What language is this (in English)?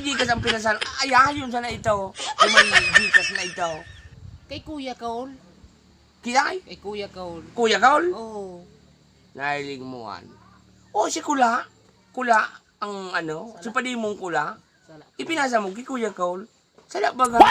Bikol